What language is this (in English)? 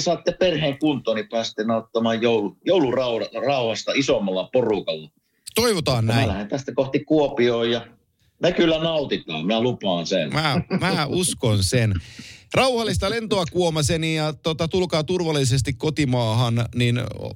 Finnish